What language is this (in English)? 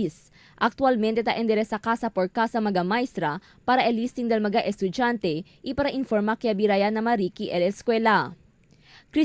Chavacano